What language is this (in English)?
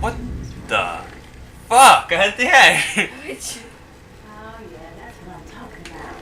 Faroese